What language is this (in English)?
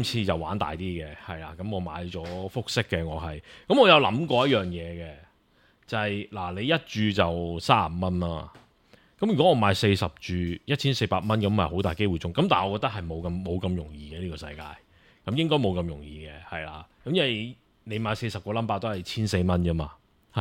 Cantonese